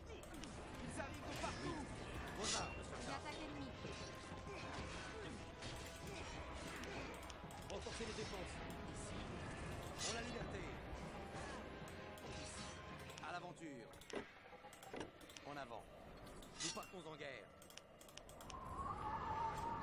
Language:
French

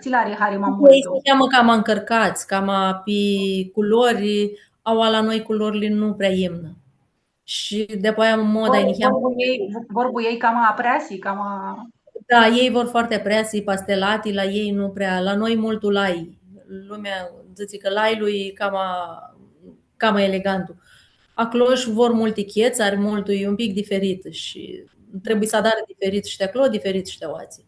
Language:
Aromanian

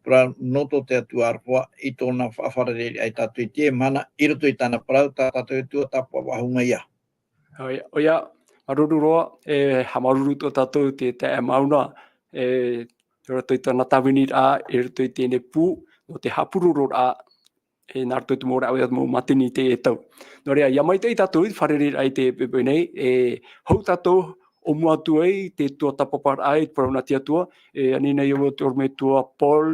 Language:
Tahitian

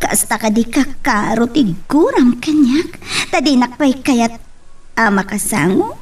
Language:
Iloko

